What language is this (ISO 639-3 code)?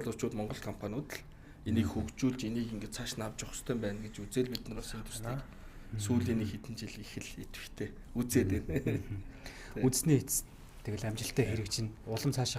mon